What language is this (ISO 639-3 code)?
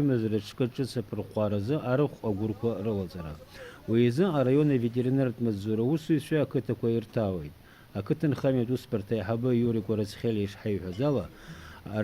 abk